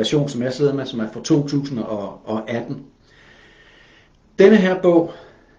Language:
Danish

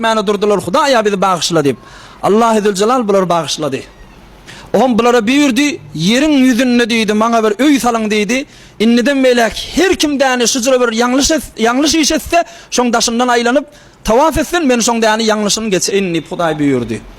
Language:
Turkmen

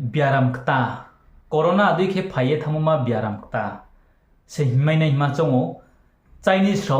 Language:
Riang (India)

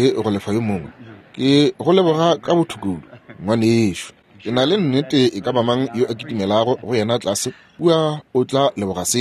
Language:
Northern Sotho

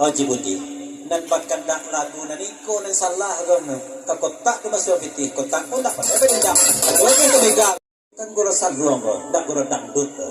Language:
Minangkabau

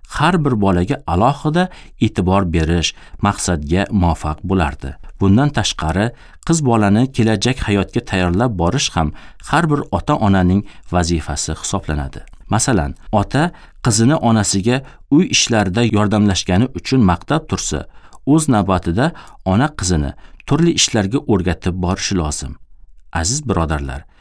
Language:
Uzbek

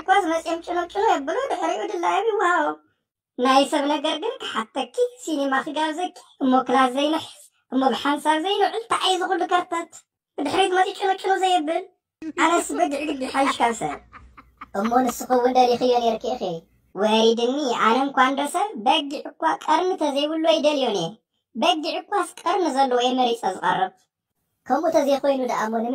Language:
Tigrinya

